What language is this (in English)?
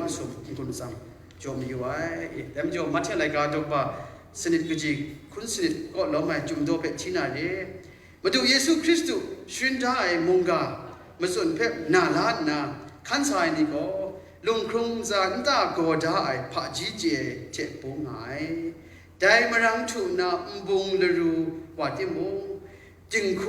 Kachin